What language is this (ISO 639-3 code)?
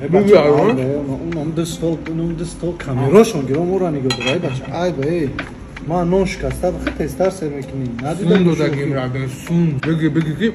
tgk